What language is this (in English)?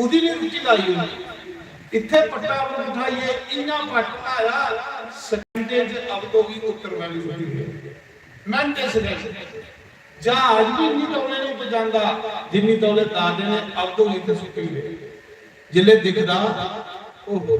Dogri